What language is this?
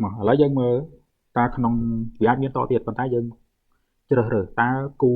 Khmer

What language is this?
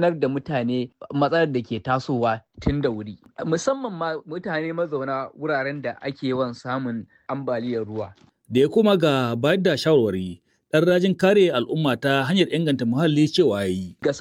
Hausa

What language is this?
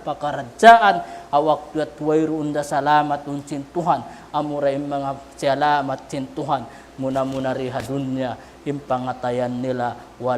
Tausug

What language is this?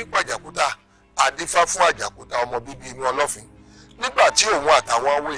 Yoruba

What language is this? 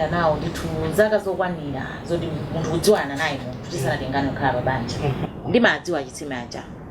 Nyanja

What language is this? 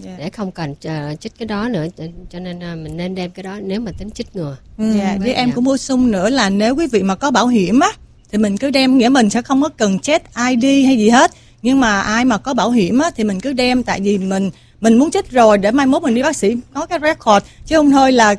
Vietnamese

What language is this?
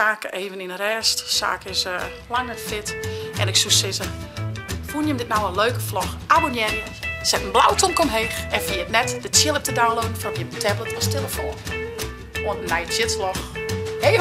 Western Frisian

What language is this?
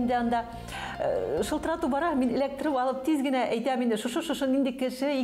Bashkir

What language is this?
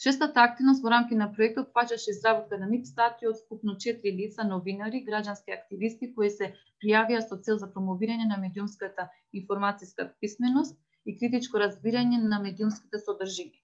Macedonian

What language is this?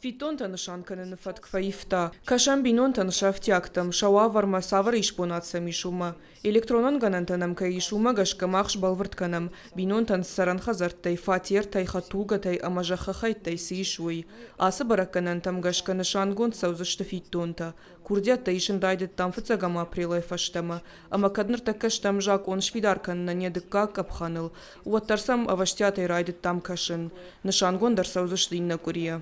Ossetic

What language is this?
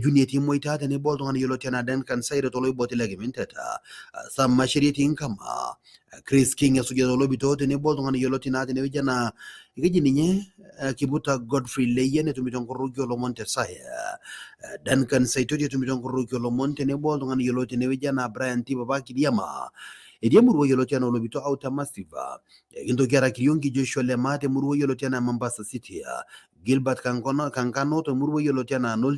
Masai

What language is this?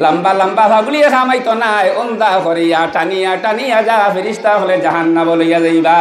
Sylheti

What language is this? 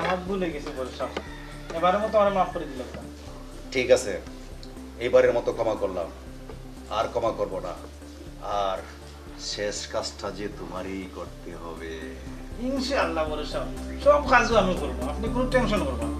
Sylheti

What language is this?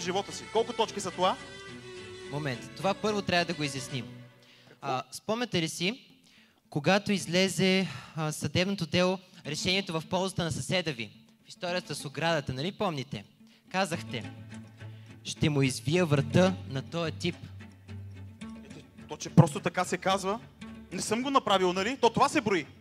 Bulgarian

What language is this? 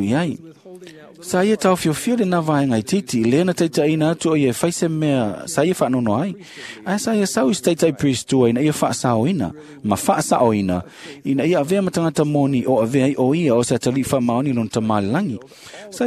Samoan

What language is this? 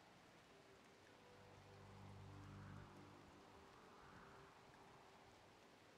English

